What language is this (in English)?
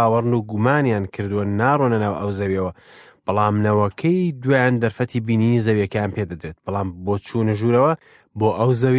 Central Kurdish